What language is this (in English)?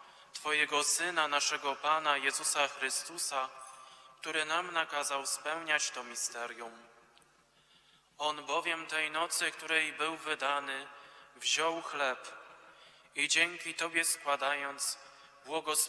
Polish